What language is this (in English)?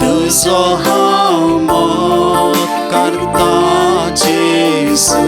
Konkani